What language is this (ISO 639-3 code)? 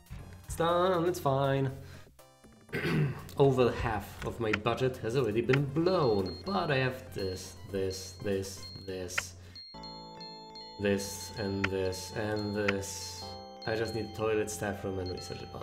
eng